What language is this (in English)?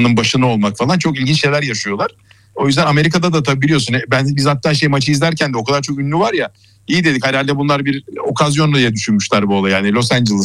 Turkish